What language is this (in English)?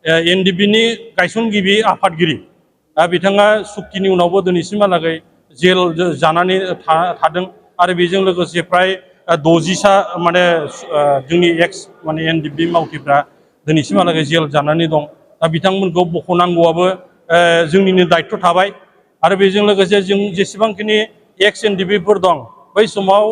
Bodo